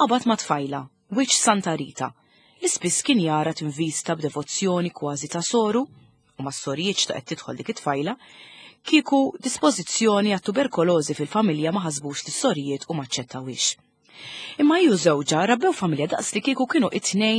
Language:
Maltese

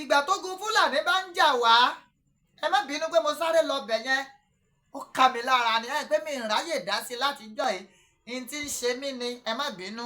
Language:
Yoruba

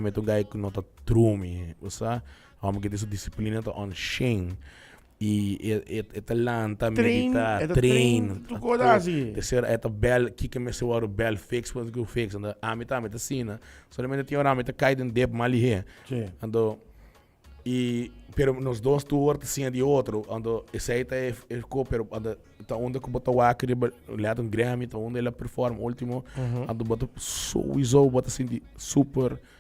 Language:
Papiamento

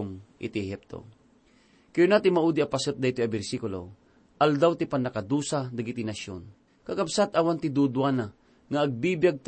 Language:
Iloko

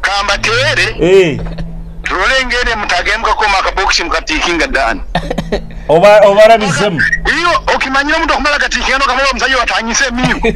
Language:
Nyoro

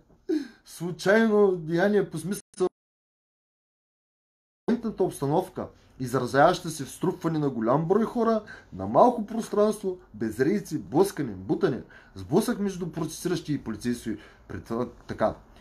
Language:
Bulgarian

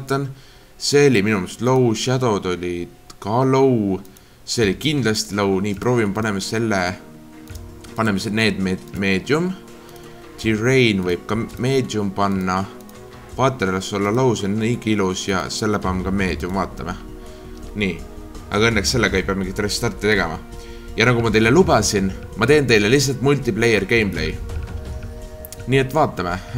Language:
Estonian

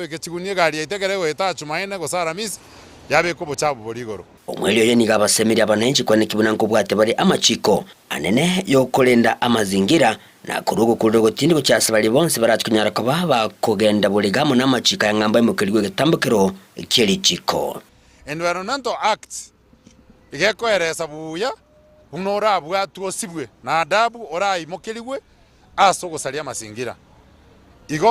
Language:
Gusii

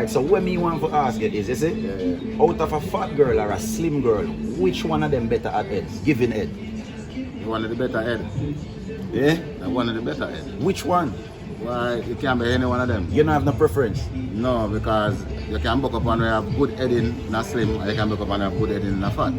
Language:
Jamaican Creole English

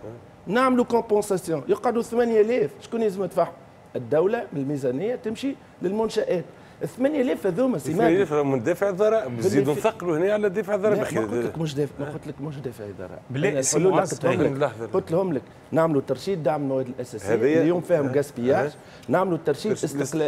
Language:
Tunisian Arabic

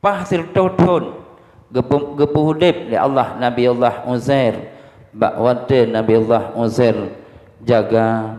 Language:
Achinese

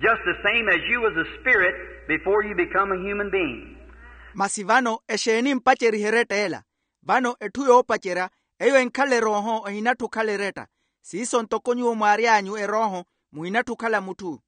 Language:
Makhuwa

